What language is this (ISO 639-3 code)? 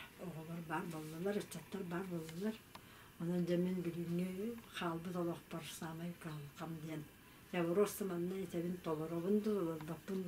sah